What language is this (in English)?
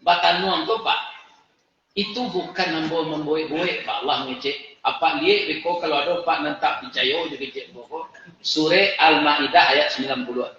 Minangkabau